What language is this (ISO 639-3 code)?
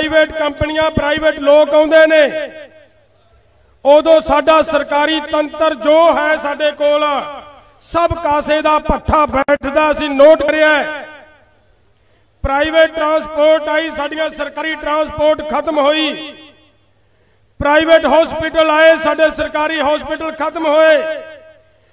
pan